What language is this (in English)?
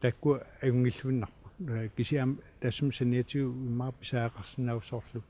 Kalaallisut